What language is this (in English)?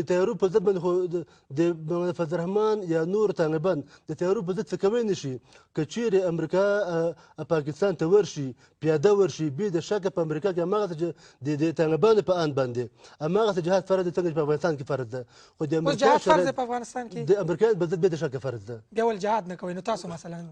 Pashto